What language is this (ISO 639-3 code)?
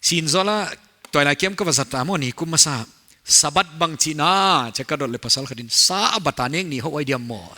pck